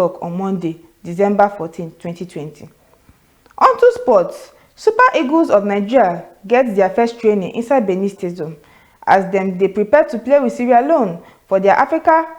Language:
Nigerian Pidgin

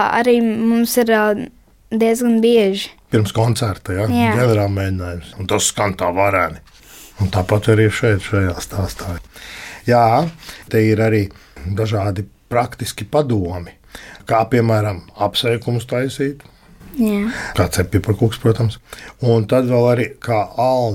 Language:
Latvian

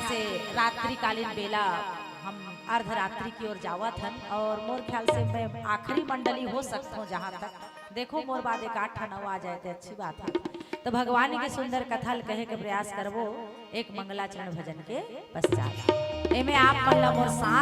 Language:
Chhattisgarhi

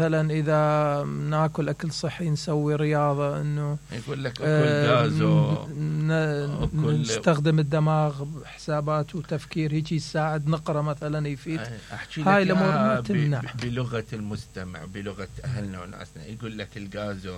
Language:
Mesopotamian Arabic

